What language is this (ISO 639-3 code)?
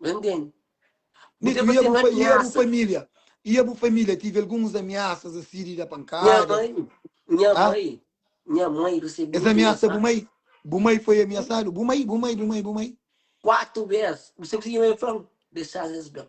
kea